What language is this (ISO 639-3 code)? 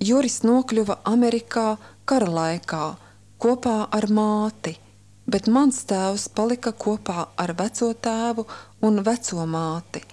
lav